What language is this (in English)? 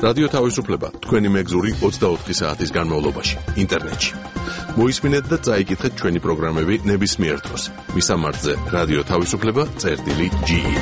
Georgian